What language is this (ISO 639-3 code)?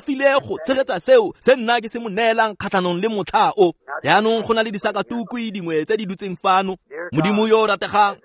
tsn